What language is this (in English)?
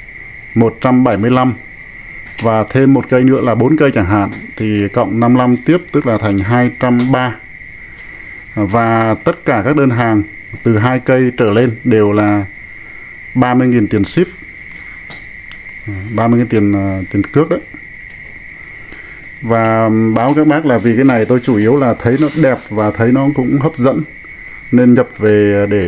Vietnamese